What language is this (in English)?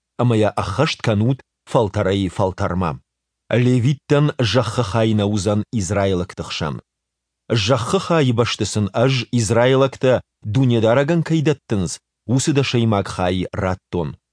Ossetic